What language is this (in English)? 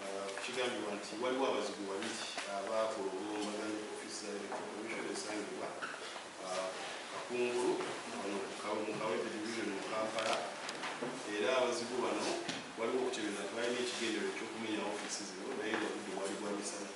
Ganda